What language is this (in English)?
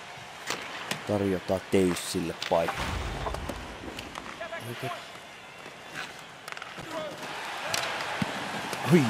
Finnish